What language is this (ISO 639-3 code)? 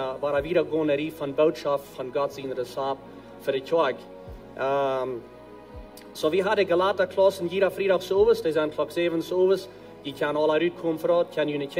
pdt